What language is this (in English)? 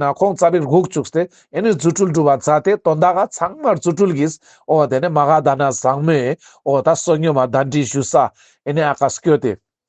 Ladakhi